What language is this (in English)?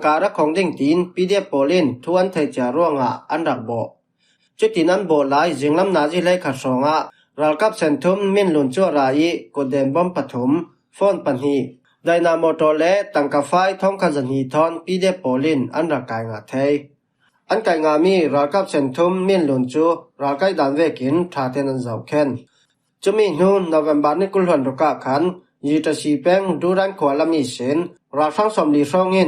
Falam Chin